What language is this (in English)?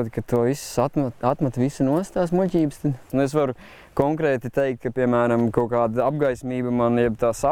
Latvian